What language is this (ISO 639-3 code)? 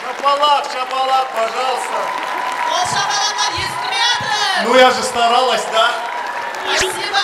kaa